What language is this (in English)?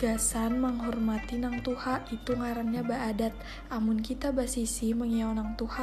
Banjar